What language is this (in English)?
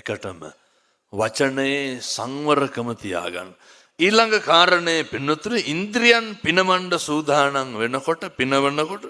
Sinhala